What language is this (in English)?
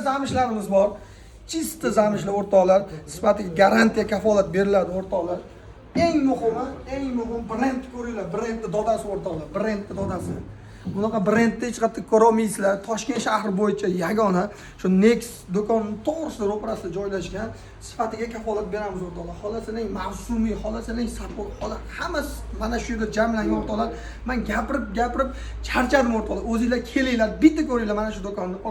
Uzbek